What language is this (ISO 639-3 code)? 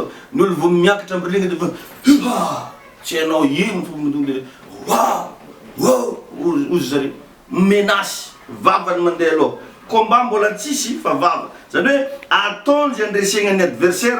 mlg